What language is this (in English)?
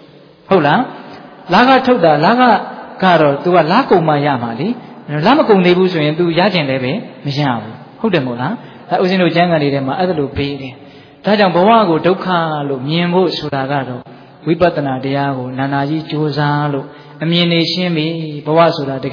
Burmese